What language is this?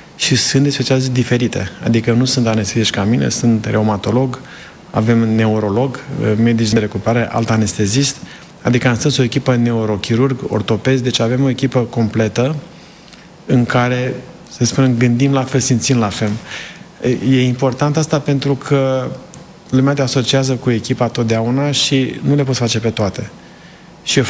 Romanian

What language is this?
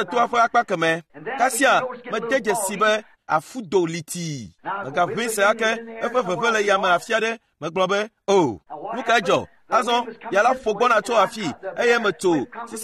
Ewe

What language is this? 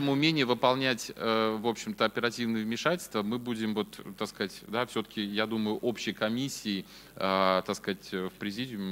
Russian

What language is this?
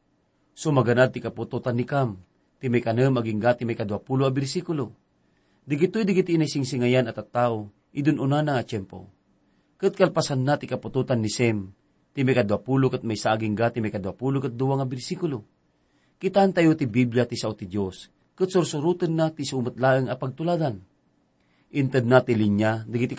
Iloko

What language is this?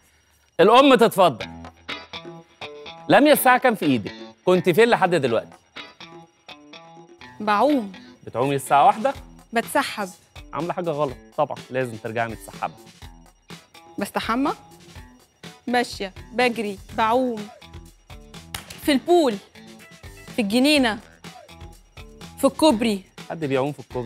Egyptian Arabic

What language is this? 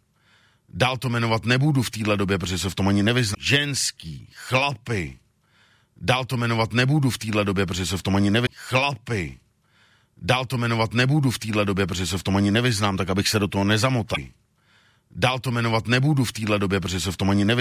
Czech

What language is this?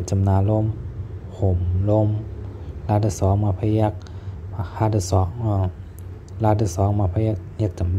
Shan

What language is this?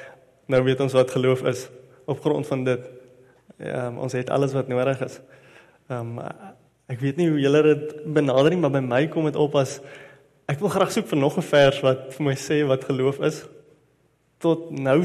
Afrikaans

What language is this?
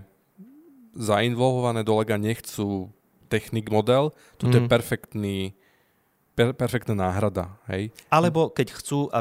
Slovak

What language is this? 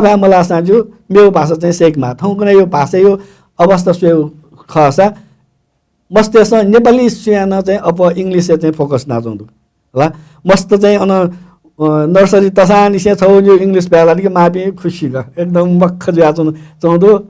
Newari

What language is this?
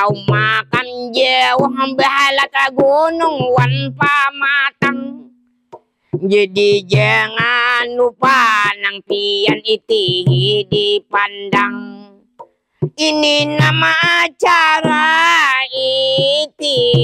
Banjar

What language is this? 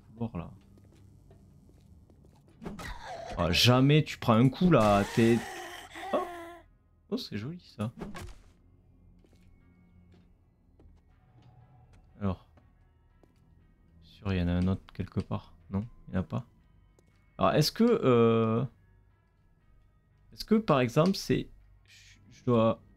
French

